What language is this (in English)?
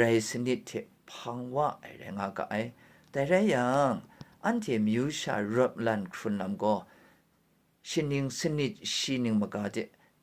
Kachin